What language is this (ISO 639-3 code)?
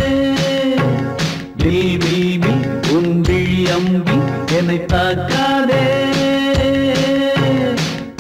tam